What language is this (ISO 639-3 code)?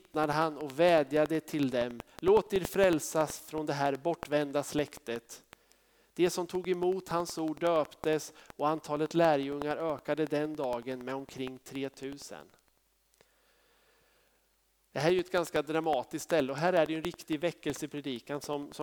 swe